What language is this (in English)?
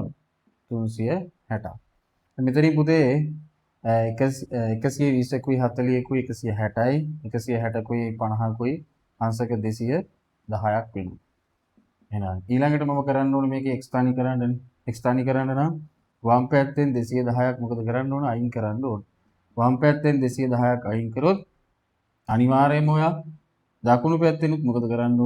Sinhala